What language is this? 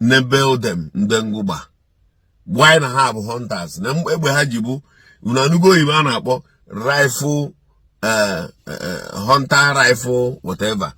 Igbo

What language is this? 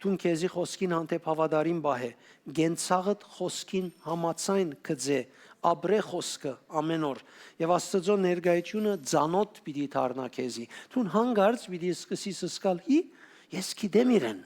Western Armenian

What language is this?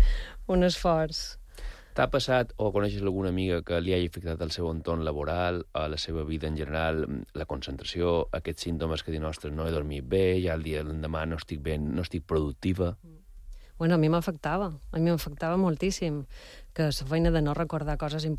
Catalan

